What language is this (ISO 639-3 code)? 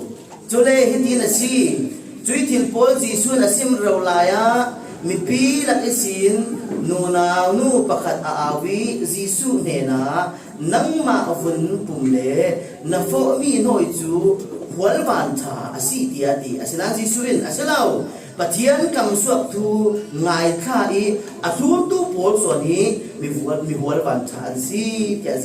cfm